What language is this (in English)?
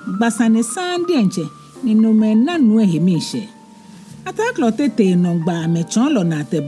Ga